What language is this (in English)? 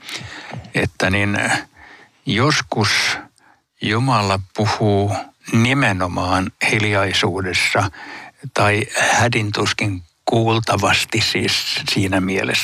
Finnish